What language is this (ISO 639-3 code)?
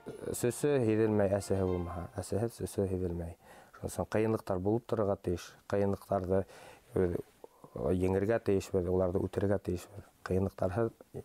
bak